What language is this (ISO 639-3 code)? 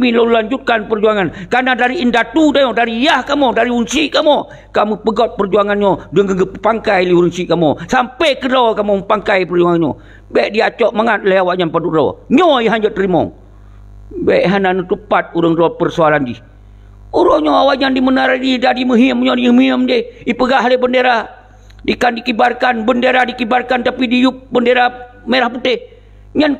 ace